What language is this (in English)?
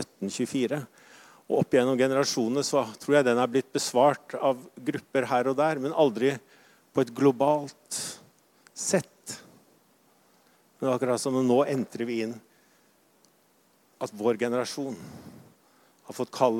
Norwegian